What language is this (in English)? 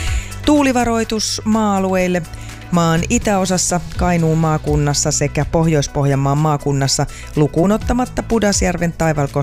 Finnish